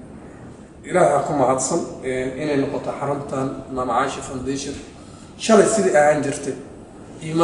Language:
Somali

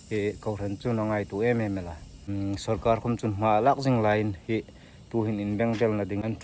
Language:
Hmar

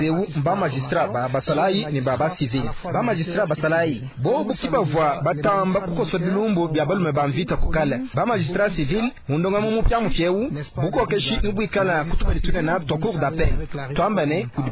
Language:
Luba-Lulua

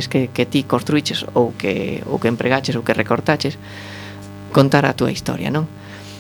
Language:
Galician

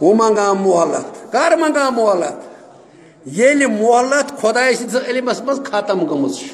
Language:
Kashmiri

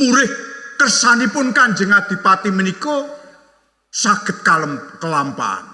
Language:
Javanese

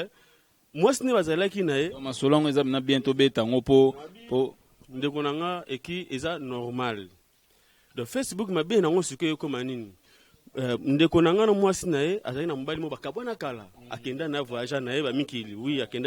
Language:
Lingala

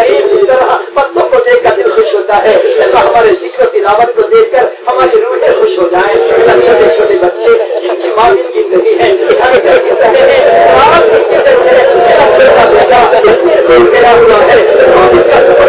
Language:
Urdu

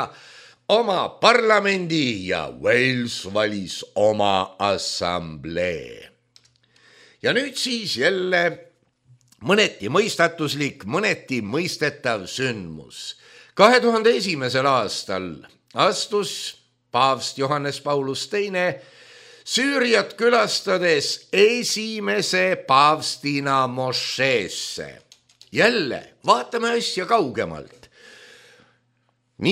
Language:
Estonian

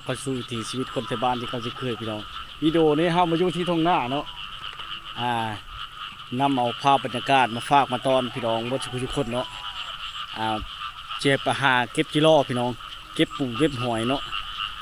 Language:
Lao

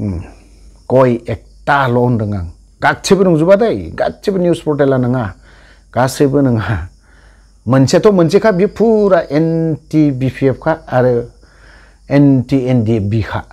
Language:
Bodo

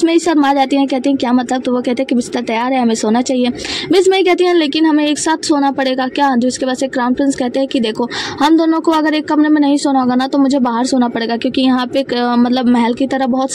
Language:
Hindi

